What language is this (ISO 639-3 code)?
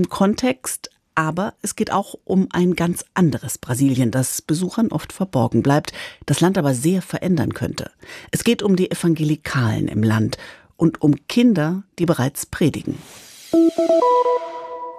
deu